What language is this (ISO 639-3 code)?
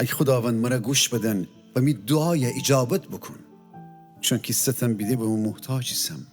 glk